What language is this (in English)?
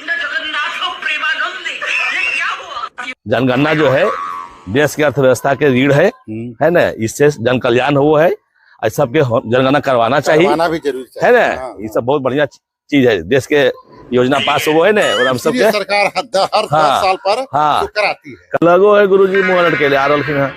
Magahi